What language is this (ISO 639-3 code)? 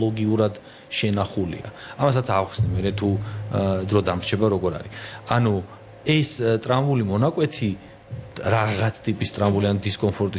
kat